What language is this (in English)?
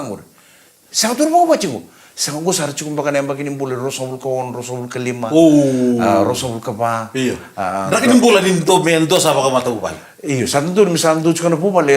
Fijian